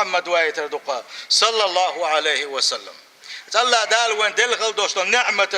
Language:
Chechen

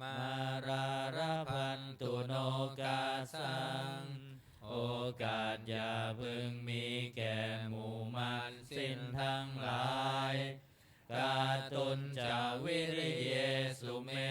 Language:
Pali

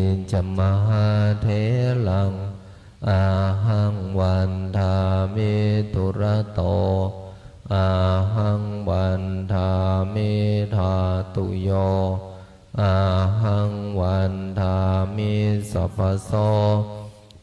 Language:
Pali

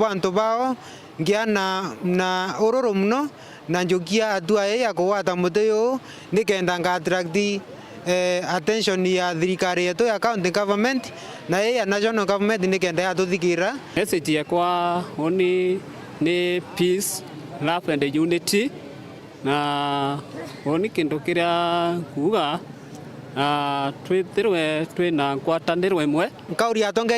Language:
Meru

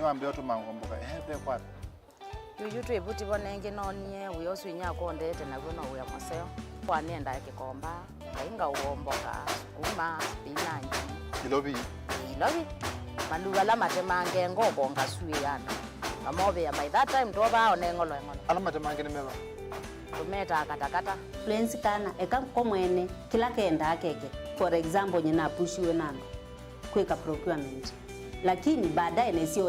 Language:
Kamba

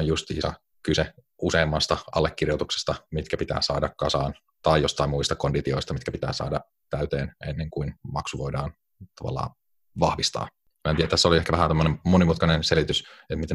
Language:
Finnish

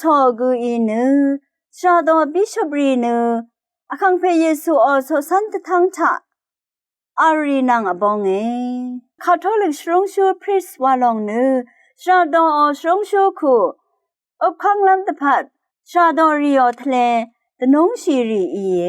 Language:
Rawang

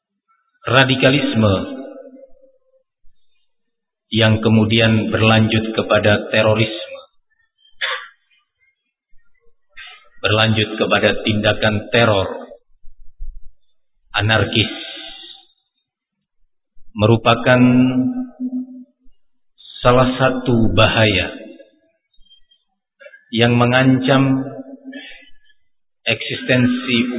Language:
Indonesian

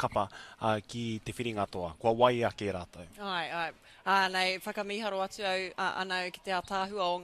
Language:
Māori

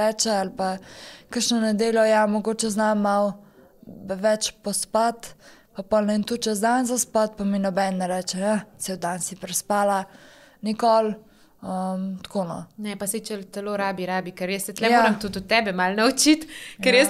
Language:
Slovenian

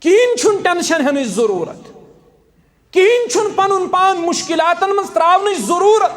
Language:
Kashmiri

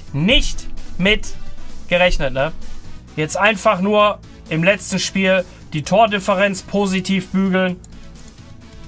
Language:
German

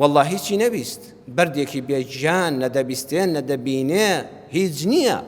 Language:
Central Kurdish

